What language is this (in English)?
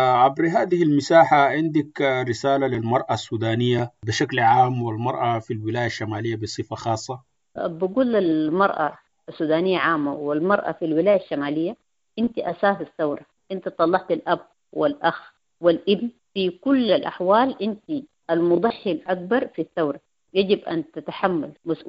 Sudanese Arabic